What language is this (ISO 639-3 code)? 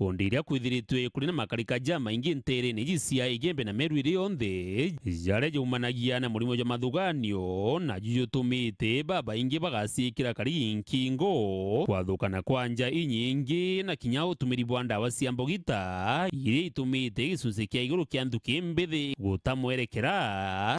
mer